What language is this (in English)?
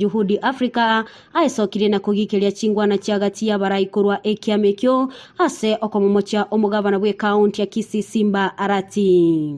Gusii